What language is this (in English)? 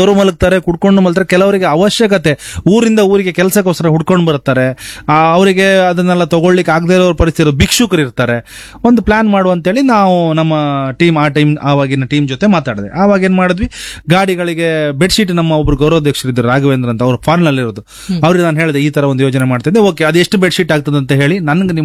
Kannada